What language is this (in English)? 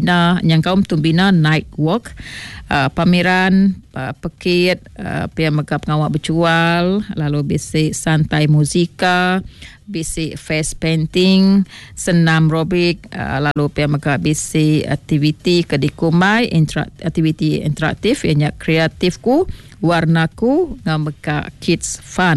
Iban